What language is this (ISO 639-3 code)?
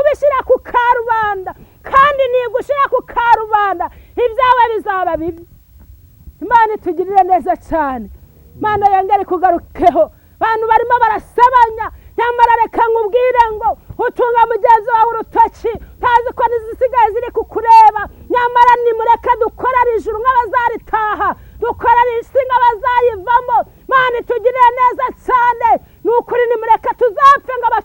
kin